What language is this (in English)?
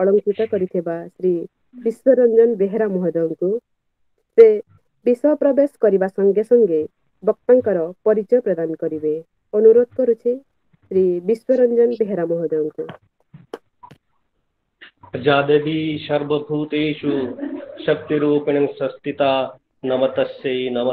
Odia